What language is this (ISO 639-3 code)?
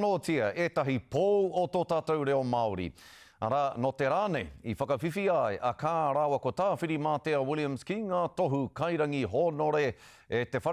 mri